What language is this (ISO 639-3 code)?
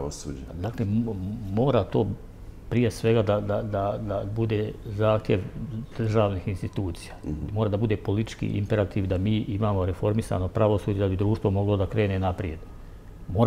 bos